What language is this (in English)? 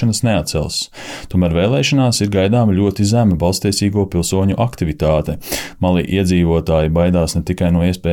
Latvian